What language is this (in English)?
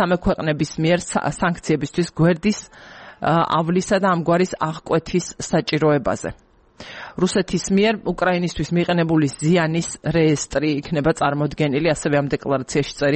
Georgian